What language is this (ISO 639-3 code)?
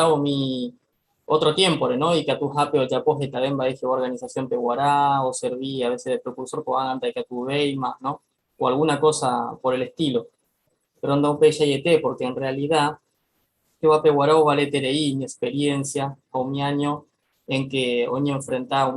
grn